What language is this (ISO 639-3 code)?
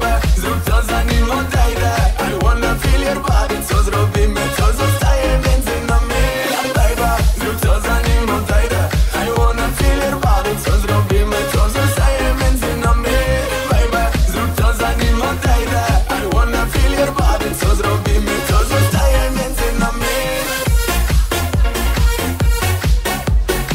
pol